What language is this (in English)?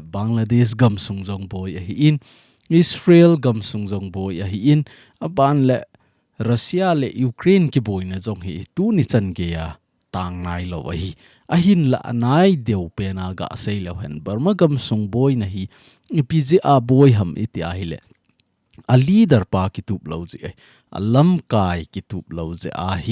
Thado Chin